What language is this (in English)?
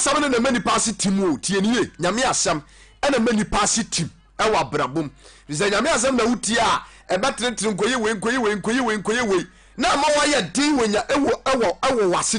Akan